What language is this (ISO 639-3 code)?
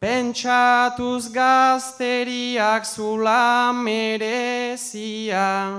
eus